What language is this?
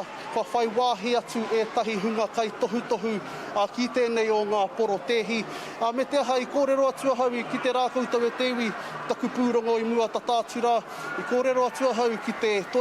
Māori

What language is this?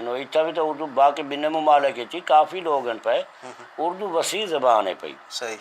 Saraiki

